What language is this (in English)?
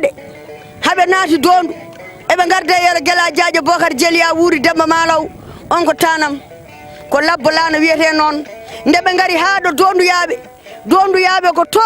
Fula